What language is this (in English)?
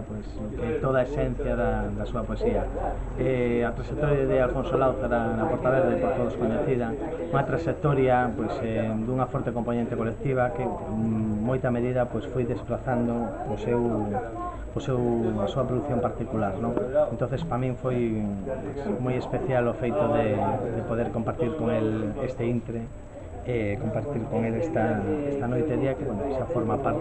Galician